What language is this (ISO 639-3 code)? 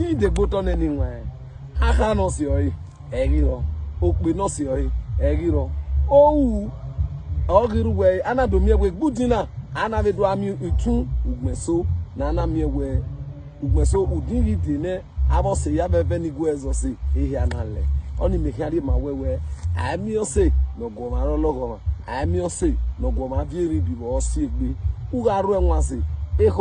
bin